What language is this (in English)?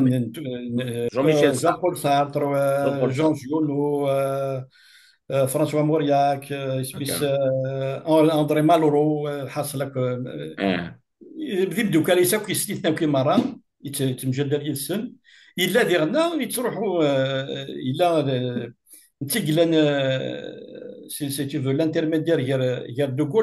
Kabyle